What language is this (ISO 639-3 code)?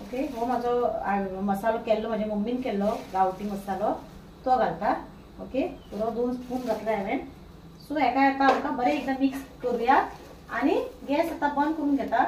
kok